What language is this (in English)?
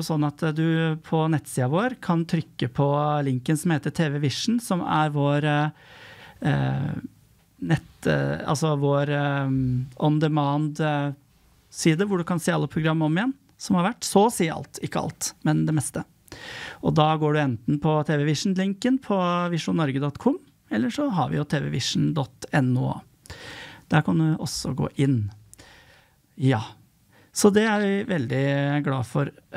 Norwegian